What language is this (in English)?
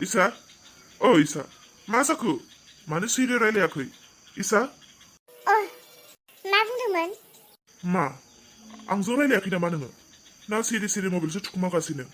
Bodo